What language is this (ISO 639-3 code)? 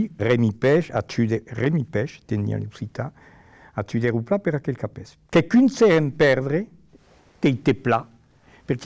oci